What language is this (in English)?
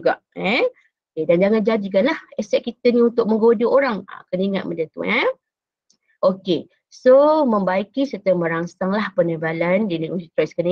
Malay